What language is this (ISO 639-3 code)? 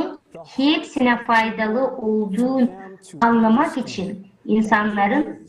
gag